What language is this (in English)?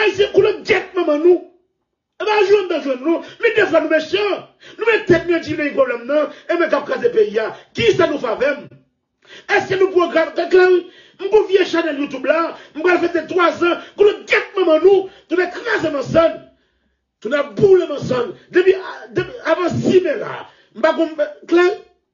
Haitian Creole